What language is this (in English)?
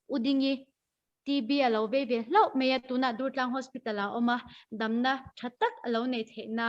Mizo